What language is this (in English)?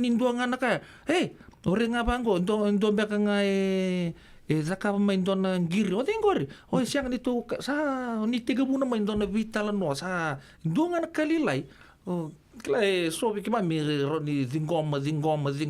Fijian